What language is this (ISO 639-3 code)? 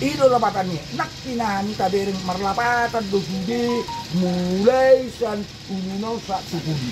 bbc